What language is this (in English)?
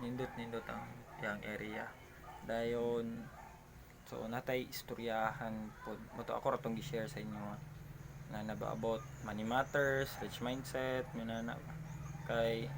Cebuano